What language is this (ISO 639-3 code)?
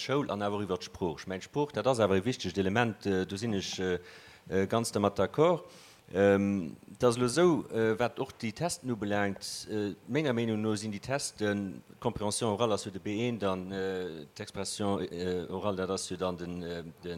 ltz